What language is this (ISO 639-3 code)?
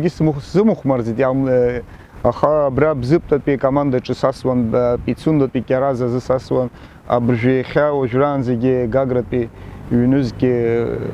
abk